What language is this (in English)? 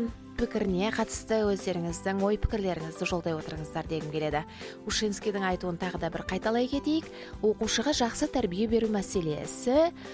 Kazakh